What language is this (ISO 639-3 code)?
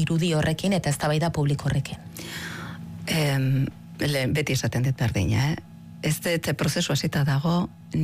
eus